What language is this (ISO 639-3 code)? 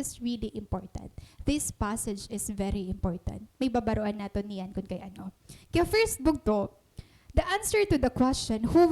war